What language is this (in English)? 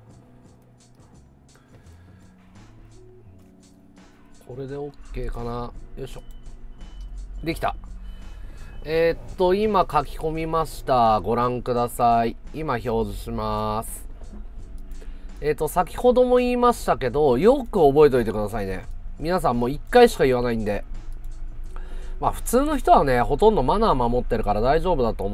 Japanese